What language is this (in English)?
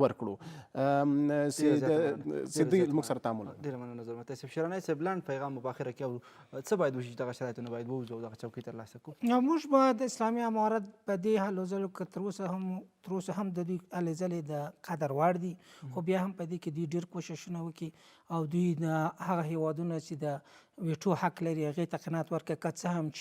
Pashto